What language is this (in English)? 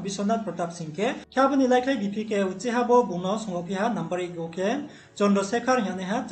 Riang (India)